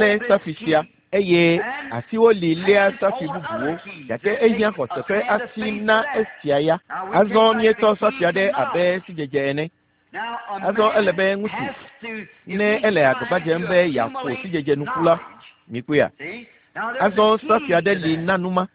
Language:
Ewe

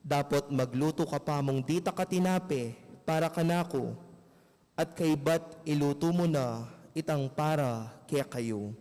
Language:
Pampanga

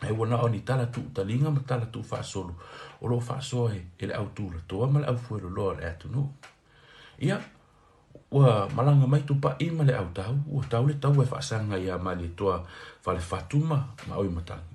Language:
Samoan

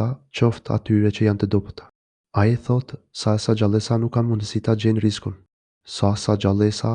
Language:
Albanian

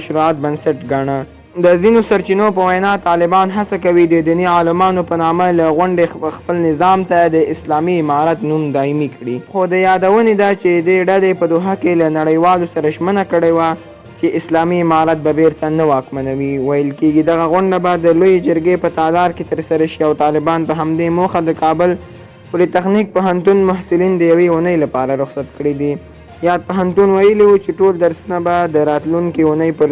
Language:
Pashto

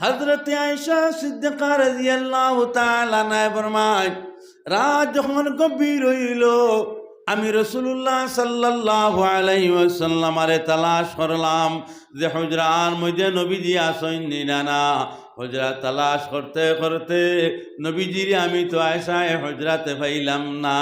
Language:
Sylheti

